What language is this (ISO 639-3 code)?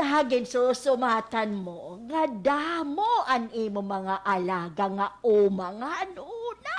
war